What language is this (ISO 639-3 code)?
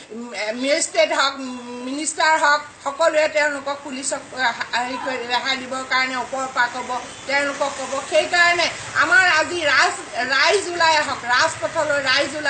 asm